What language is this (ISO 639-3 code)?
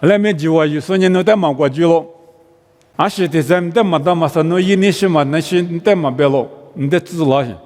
lis